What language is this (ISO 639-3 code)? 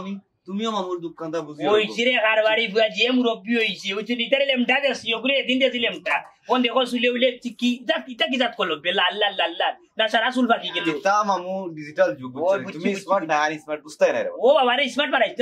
syl